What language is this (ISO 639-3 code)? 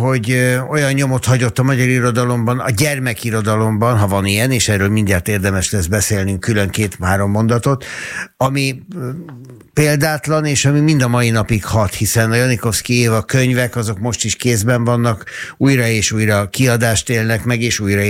hun